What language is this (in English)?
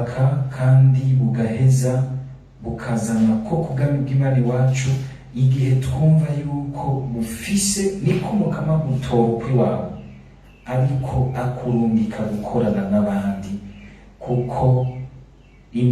Rundi